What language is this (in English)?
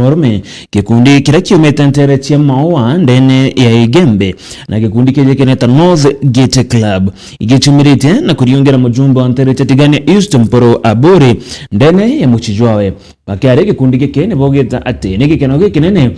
Meru